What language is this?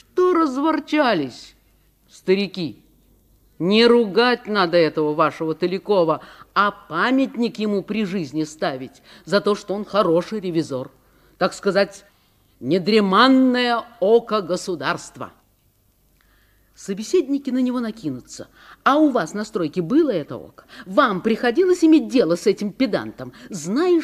Russian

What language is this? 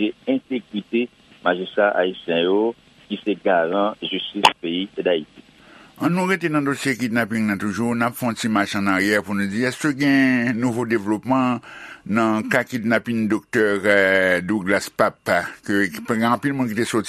Haitian Creole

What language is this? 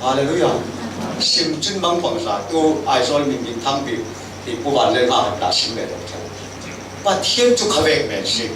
Falam Chin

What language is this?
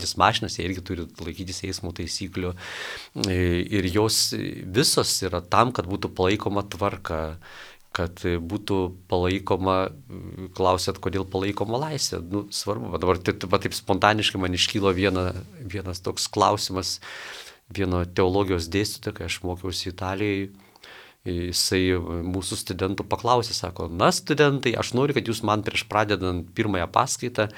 Lithuanian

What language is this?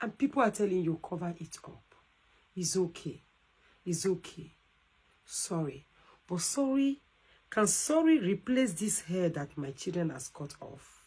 Nigerian Pidgin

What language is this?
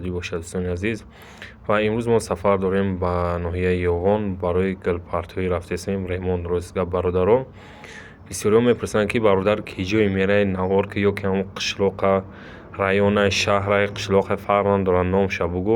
Tajik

